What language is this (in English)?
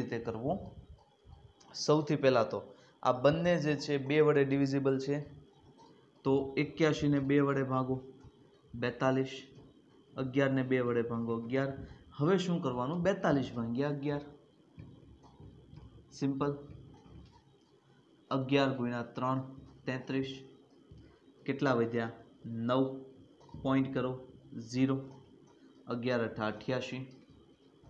Gujarati